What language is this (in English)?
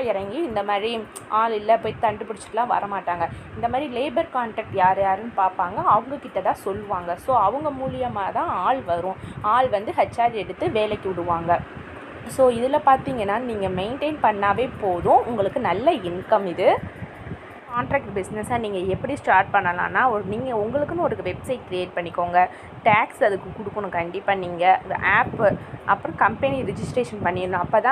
Tamil